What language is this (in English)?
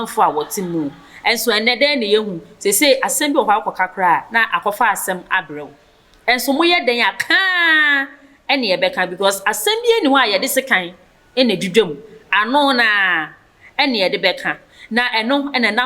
Akan